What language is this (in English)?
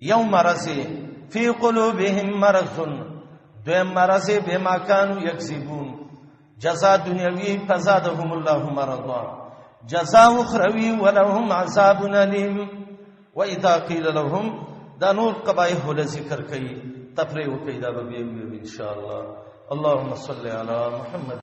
Pashto